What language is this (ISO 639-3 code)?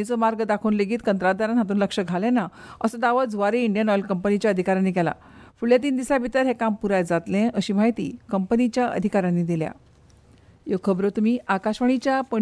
kok